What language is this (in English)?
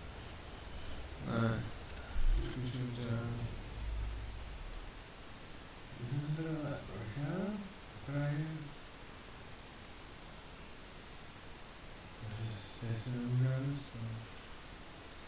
Czech